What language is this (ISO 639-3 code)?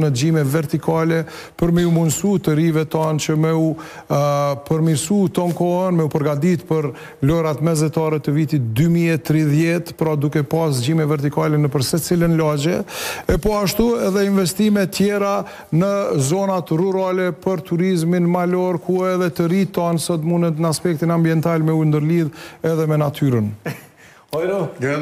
sqi